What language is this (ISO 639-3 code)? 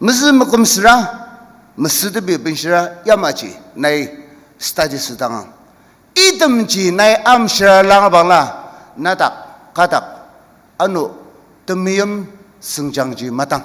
njo